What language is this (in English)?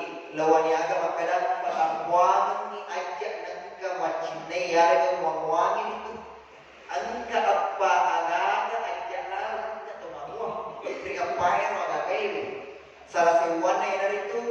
Buginese